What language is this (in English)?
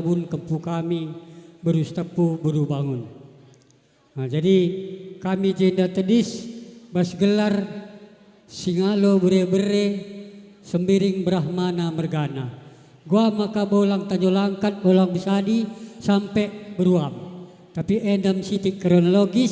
Batak Karo